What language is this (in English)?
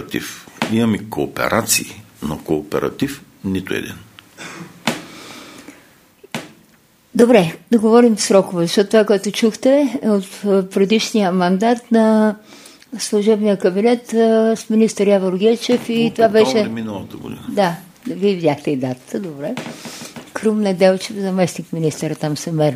Bulgarian